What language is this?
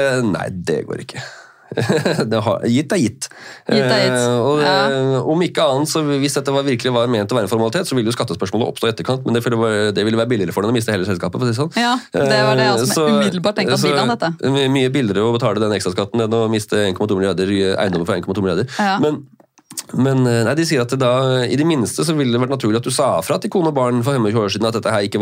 Norwegian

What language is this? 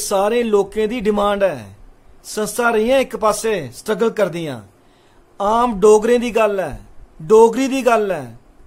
Dogri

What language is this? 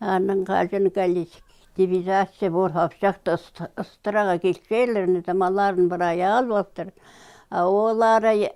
Khakas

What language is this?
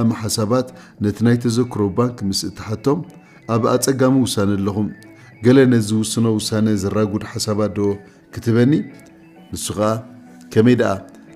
Tigrinya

